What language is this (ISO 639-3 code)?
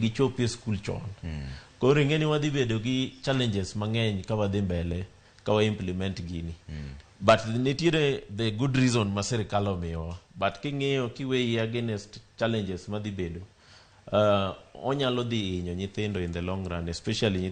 luo